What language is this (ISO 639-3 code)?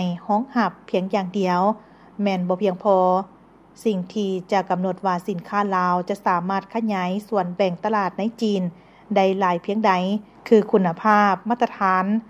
lao